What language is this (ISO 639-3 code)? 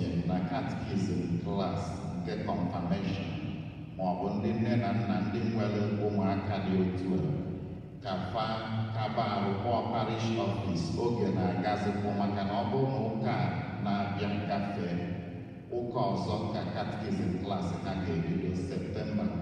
ibo